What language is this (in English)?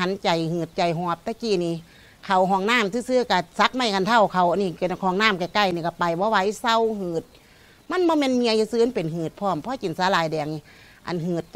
Lao